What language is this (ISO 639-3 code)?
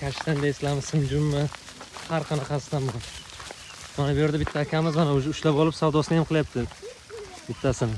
uzb